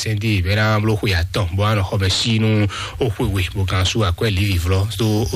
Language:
Fon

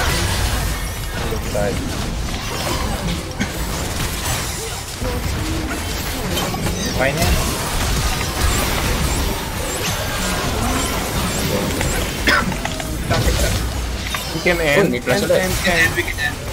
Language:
Filipino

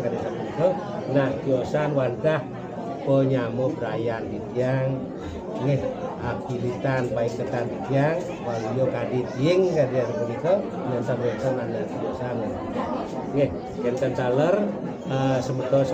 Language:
Balinese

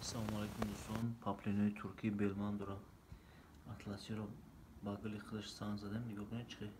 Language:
Tajik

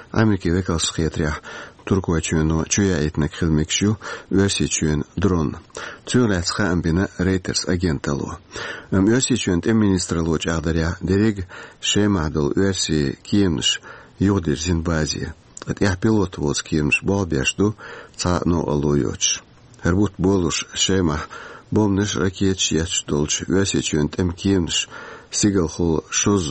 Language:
Chechen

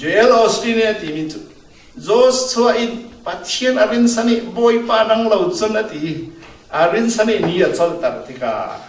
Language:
Falam Chin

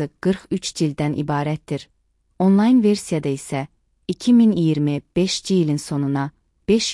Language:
Azerbaijani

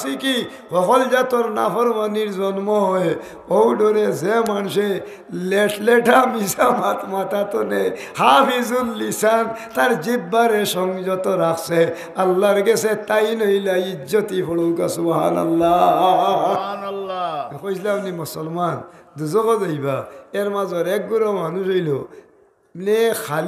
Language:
Sylheti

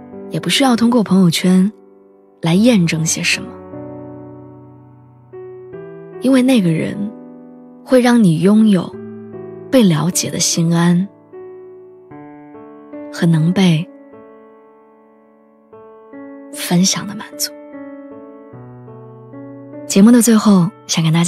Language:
Chinese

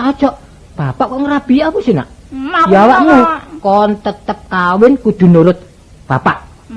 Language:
Javanese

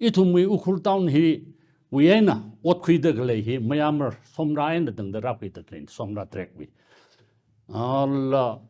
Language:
Tangkhul Naga (India)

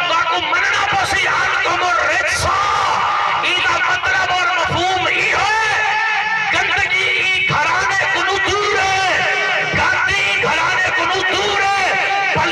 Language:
Saraiki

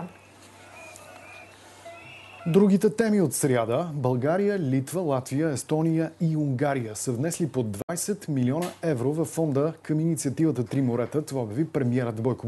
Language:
Bulgarian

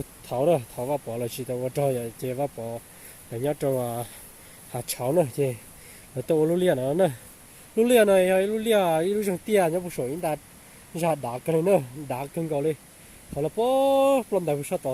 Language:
Hmong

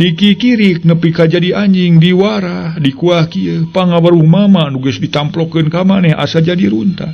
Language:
Sundanese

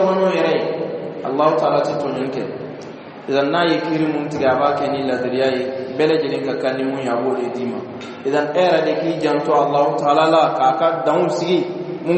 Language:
Bambara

